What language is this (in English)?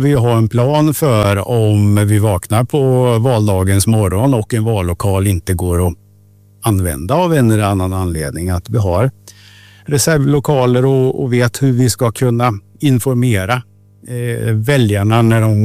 Swedish